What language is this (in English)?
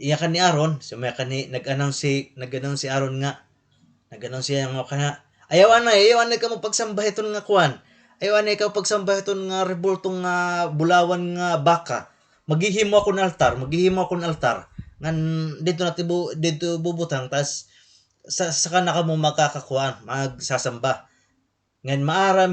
Waray